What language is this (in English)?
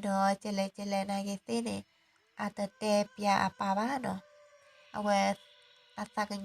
S'gaw Karen